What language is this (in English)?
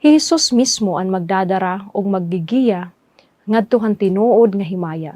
Waray